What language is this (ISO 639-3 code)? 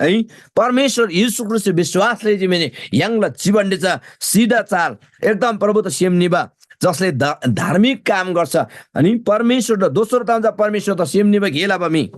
taj